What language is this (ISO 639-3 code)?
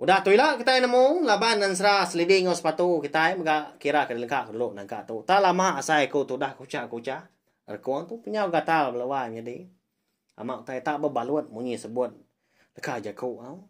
iba